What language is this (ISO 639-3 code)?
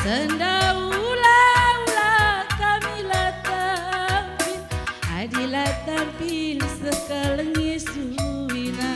btx